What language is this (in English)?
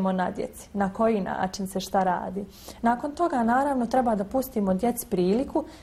Bosnian